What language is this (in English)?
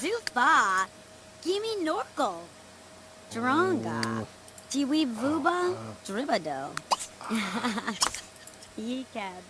Bavarian